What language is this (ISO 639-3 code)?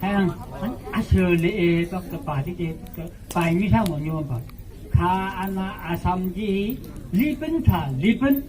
nph